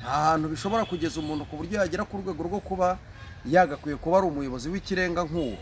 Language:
Kinyarwanda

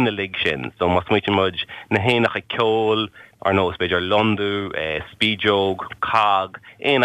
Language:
Irish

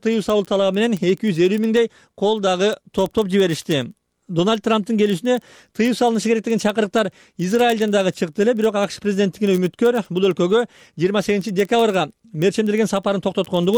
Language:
Kyrgyz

